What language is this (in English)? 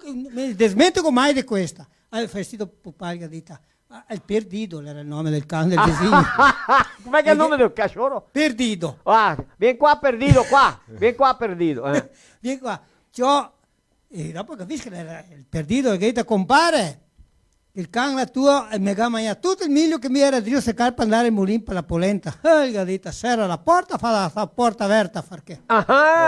Venetian